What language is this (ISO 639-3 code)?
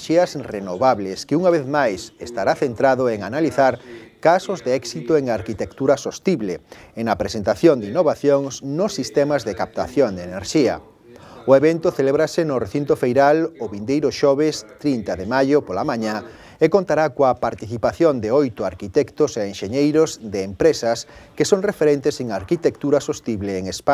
glg